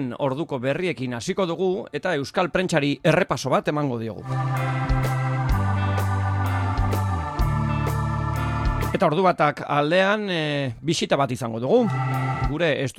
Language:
Basque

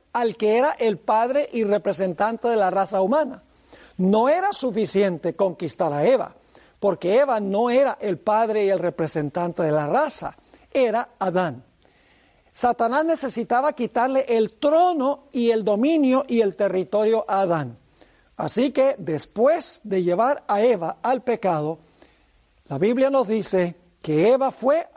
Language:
Spanish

